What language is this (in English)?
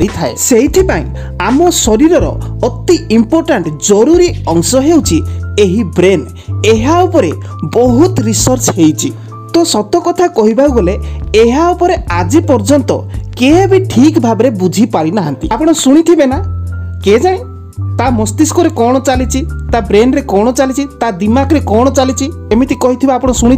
Odia